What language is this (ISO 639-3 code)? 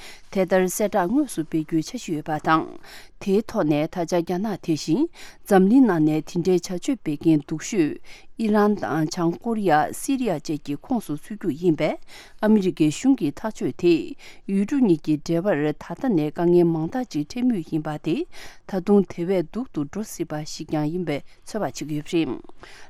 bod